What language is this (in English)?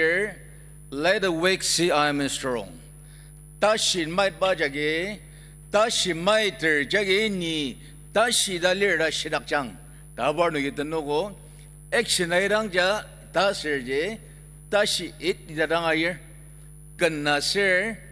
Ao Naga